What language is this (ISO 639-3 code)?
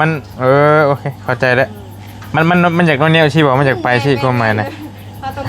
tts